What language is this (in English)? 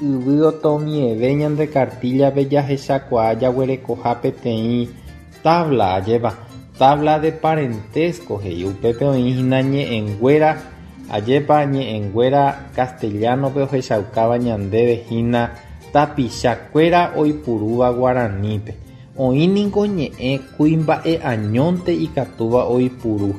Guarani